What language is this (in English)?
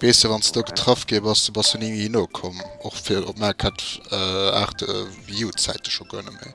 Luxembourgish